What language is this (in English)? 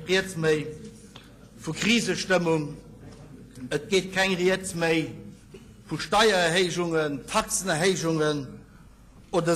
Luxembourgish